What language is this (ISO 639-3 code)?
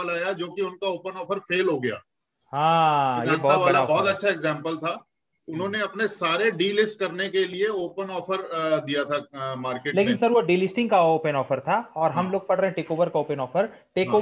hin